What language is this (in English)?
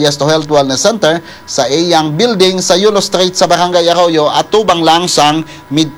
Hiligaynon